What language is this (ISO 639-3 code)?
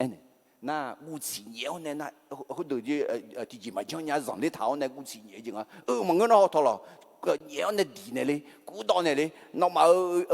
ahk